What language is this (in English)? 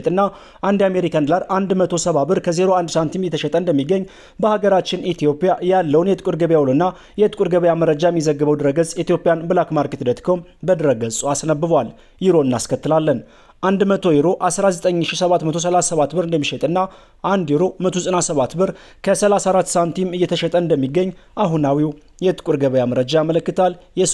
Amharic